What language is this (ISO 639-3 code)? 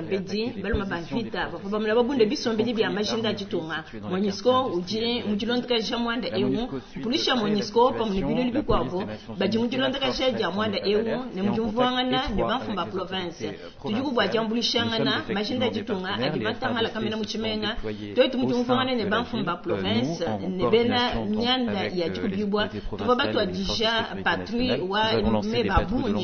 lua